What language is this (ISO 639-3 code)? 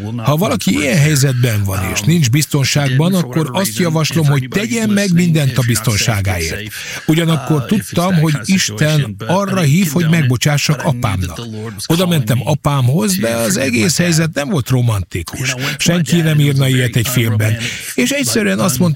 hun